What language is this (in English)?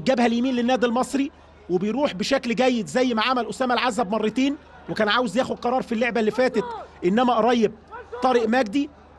Egyptian Arabic